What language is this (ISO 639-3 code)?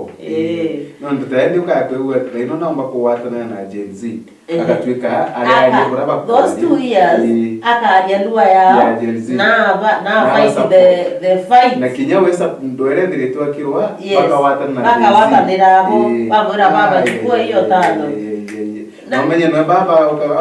mer